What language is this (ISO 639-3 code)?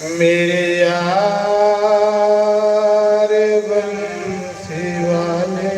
doi